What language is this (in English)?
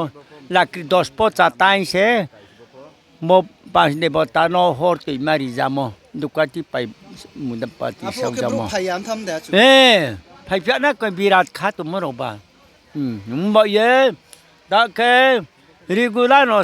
Riang (India)